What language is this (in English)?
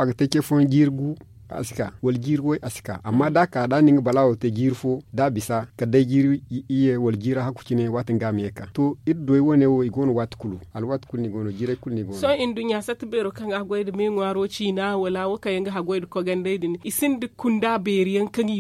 Zarma